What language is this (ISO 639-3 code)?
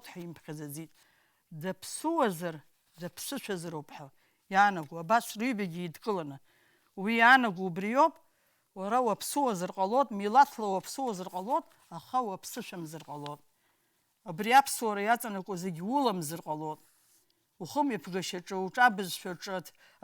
abk